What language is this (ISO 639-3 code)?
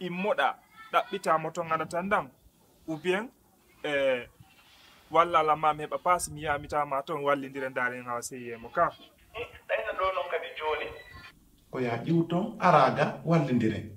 fuf